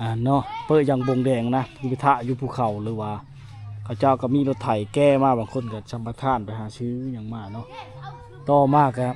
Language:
Lao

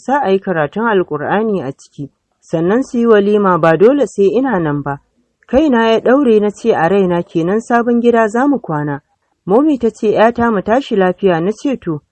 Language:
Hausa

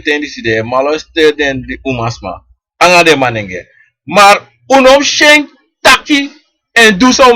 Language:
Sranan Tongo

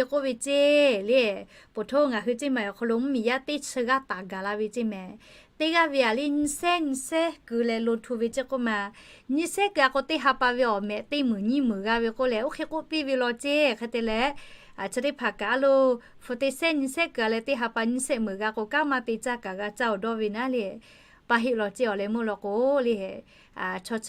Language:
Lahu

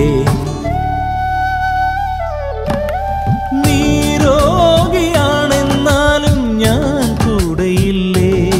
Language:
Malayalam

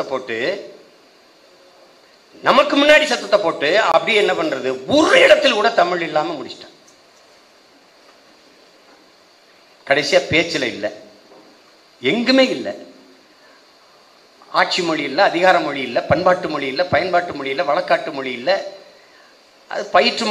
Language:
Tamil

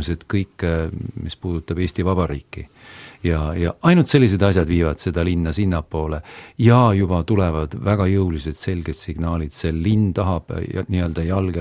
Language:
Estonian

